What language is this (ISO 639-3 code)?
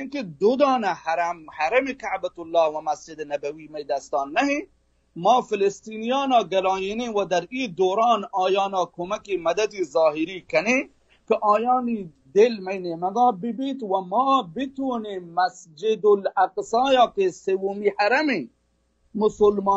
bal